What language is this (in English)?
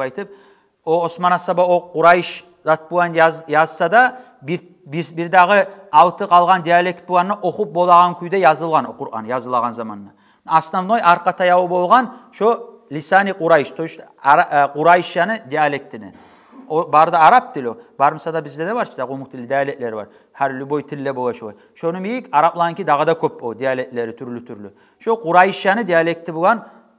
Kumyk